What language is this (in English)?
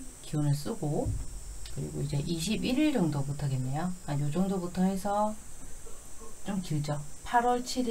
Korean